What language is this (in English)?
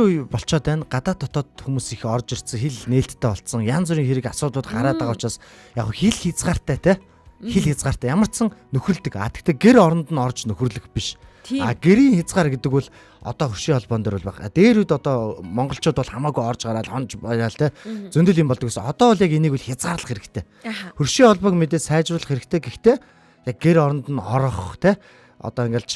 Mongolian